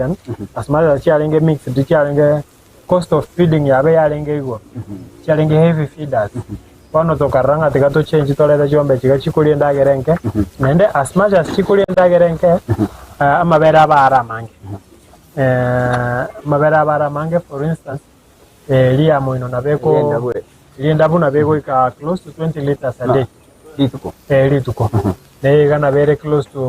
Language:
Gusii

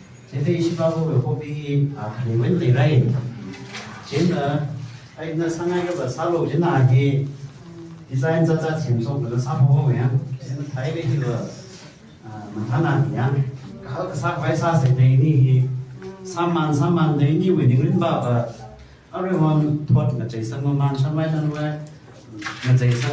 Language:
Tangkhul Naga (India)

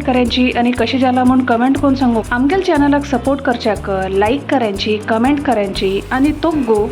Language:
Konkani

